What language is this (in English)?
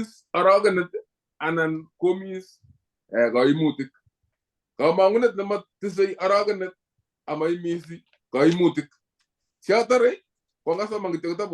Kalenjin